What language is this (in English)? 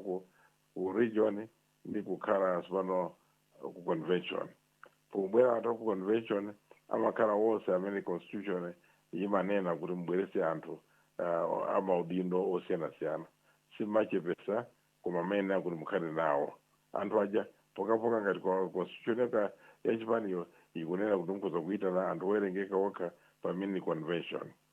Nyanja